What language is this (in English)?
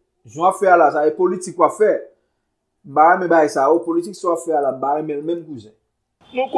Haitian Creole